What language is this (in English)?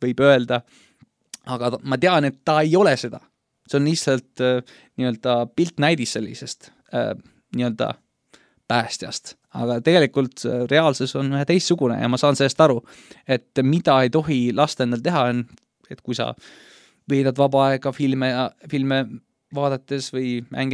Estonian